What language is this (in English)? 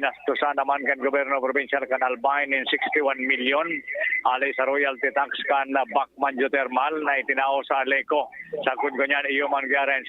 Bikol